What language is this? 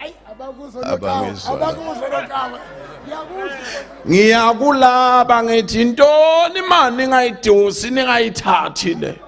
Zulu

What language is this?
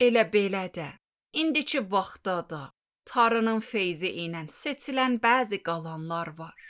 Azerbaijani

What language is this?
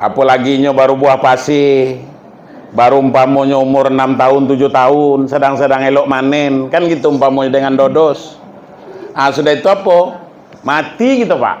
Minangkabau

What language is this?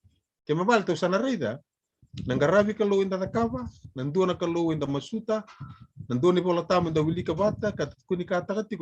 Fijian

